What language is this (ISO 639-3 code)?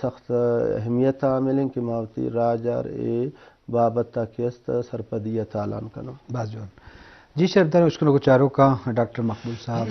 bgp